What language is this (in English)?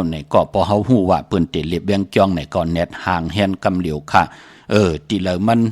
Shan